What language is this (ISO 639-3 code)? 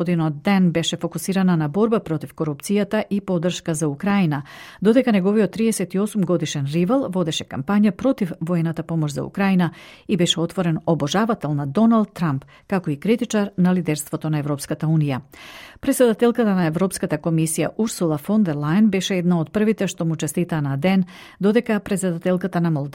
mkd